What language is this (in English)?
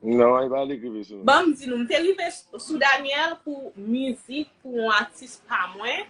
Haitian Creole